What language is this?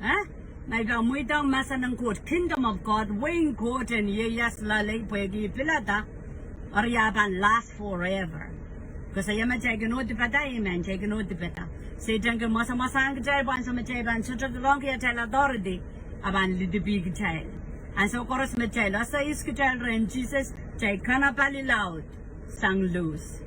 Pohnpeian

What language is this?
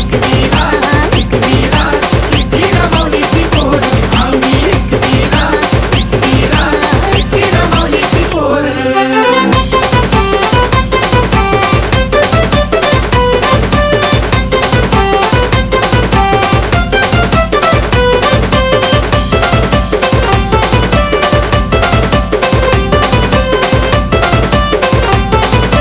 Marathi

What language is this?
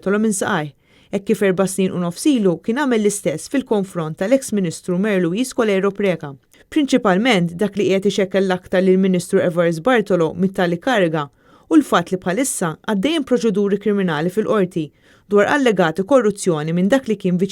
Maltese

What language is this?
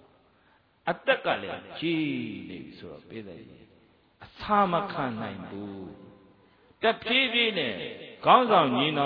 Burmese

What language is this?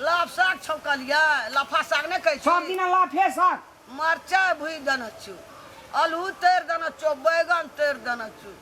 Maithili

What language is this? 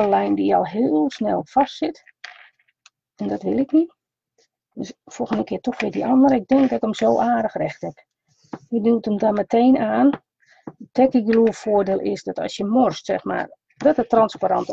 Dutch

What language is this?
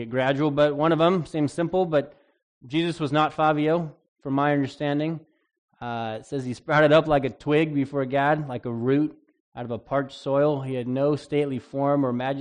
English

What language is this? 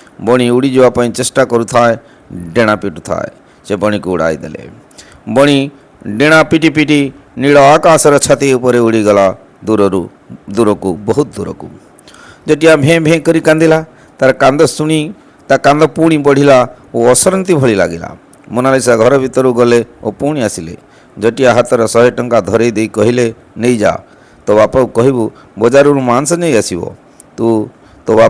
Odia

